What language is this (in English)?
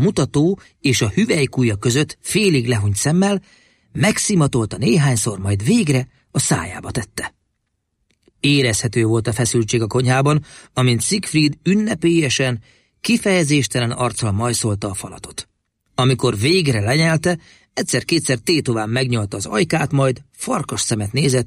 Hungarian